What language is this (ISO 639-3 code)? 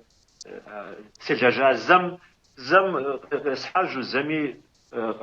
kbd